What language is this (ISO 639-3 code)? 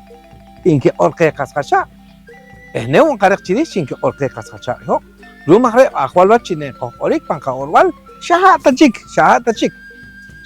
poh